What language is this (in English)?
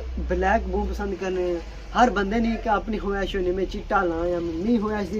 Pahari-Potwari